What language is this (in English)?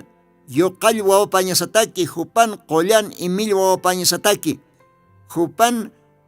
Aymara